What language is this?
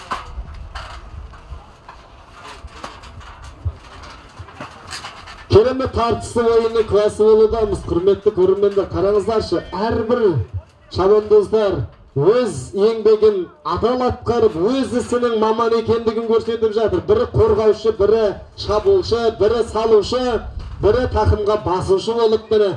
Kazakh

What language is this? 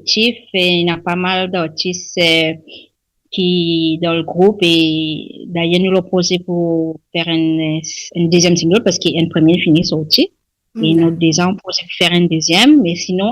Morisyen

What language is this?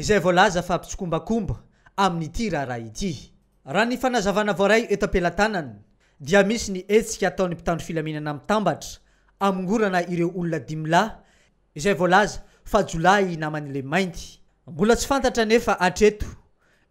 Malagasy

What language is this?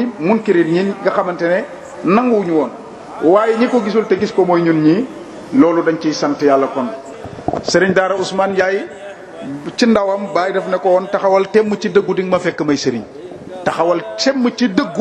Wolof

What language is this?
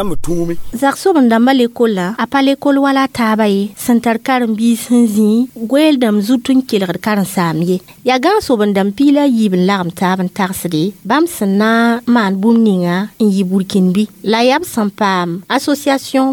Mossi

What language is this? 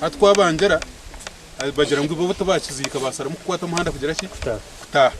Nyankole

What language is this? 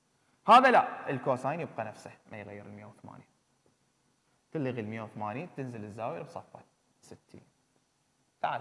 Mesopotamian Arabic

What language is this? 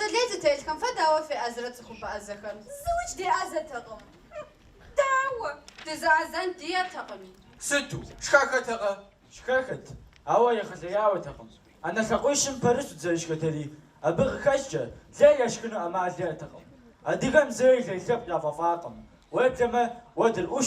Kabardian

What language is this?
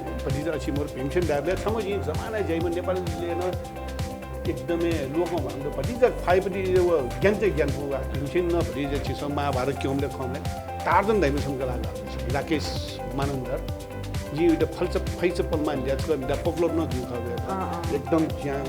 Newari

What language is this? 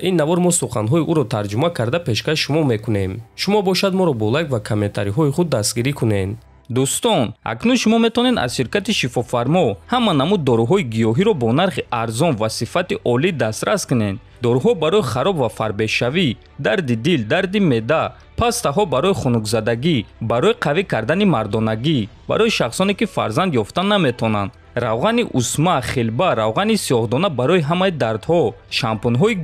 Tajik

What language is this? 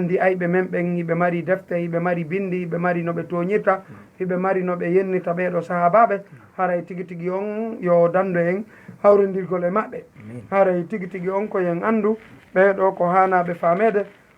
Fula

